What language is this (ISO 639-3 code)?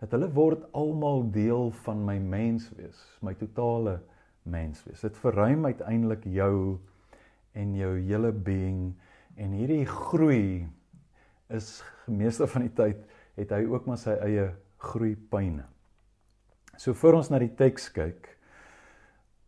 afr